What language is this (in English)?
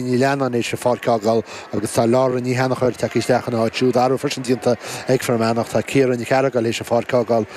Irish